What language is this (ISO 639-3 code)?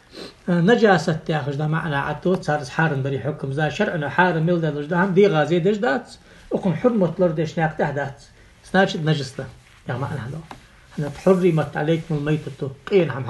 inh